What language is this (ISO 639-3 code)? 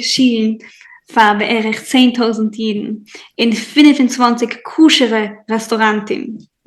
yid